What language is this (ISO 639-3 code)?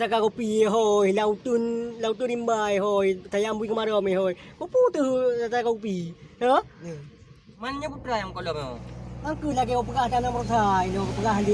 ace